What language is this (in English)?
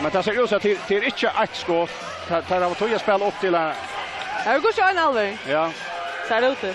Faroese